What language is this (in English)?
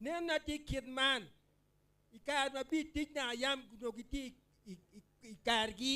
Acoli